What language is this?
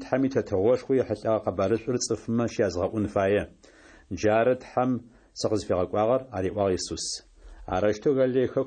Adyghe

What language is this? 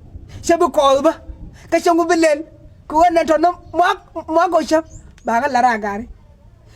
Nuer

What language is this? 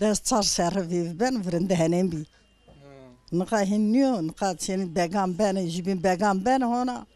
Zaza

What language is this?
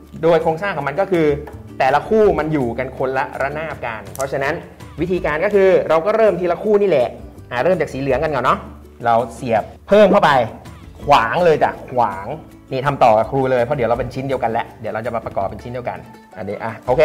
Thai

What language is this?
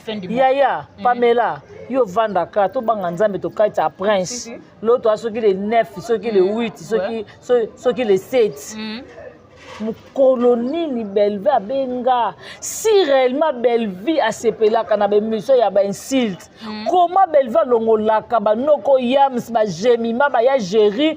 Lingala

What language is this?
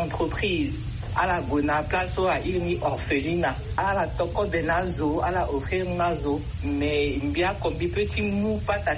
Sango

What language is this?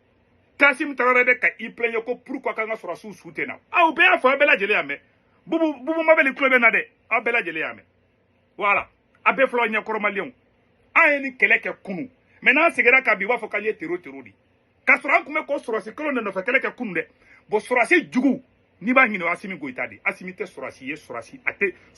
Bambara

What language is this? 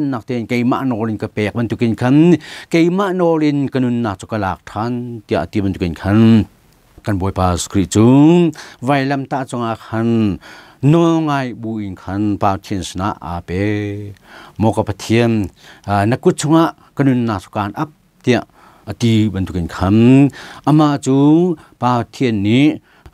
Hakha Chin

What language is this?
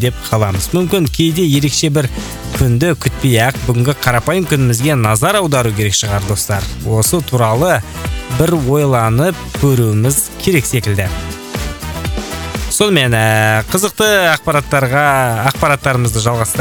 Kazakh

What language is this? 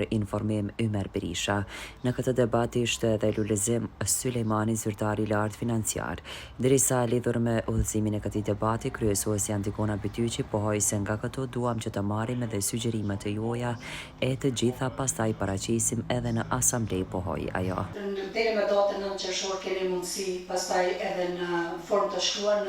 Albanian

